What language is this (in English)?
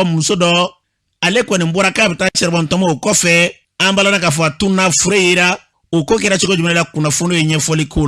Bambara